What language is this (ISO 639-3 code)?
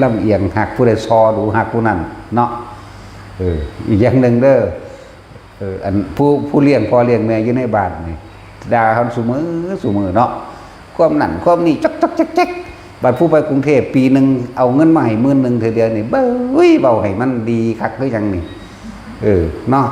tts